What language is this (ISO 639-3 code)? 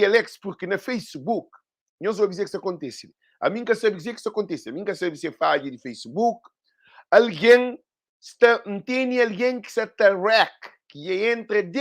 kea